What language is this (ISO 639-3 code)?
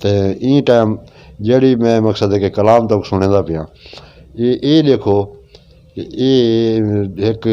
skr